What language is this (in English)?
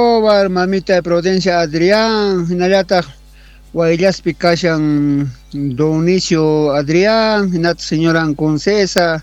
Quechua